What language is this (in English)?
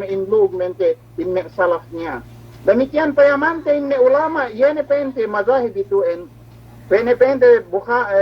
Yakan